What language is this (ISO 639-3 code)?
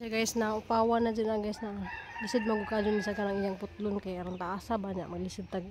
ceb